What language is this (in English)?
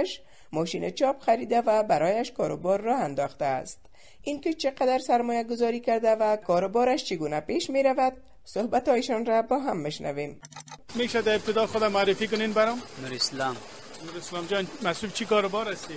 Persian